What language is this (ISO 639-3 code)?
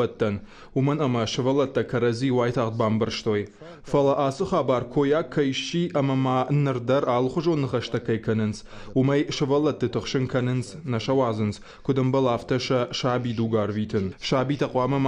oss